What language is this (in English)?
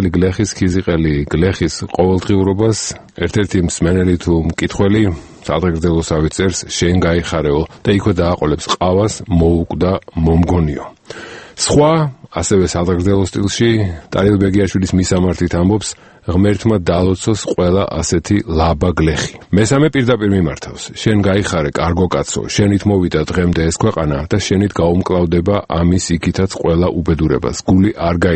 Georgian